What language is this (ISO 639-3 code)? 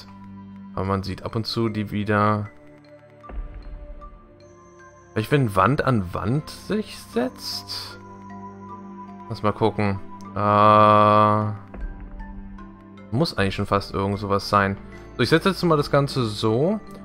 deu